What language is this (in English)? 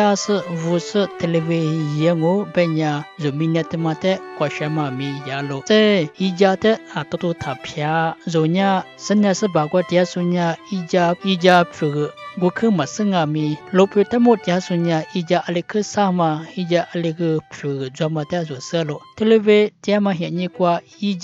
Lisu